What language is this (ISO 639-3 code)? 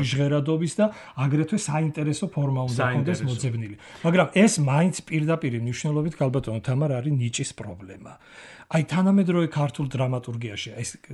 kat